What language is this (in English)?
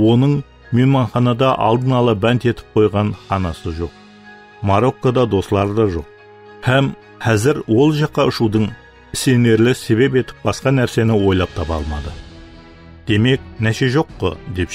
Kara-Kalpak